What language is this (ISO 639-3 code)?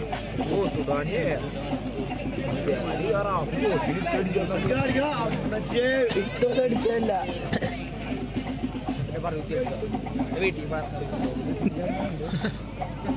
mal